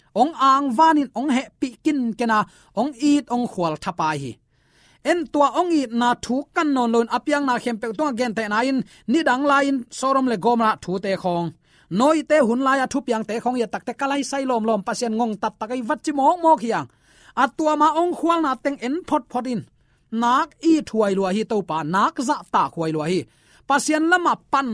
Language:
Tedim Chin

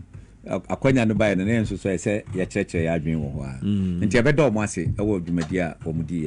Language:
Akan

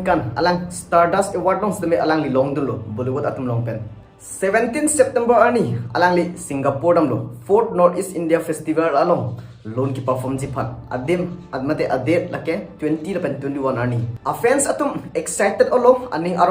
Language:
Karbi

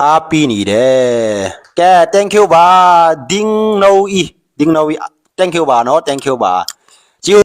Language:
Mizo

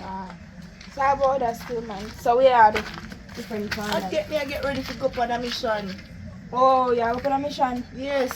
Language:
Jamaican Creole English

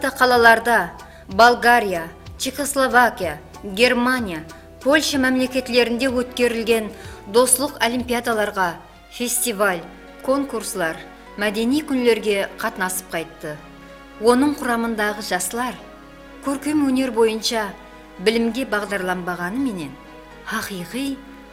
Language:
Kara-Kalpak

